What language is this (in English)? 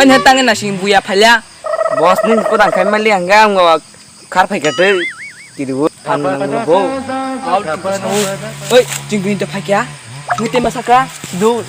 Kok Borok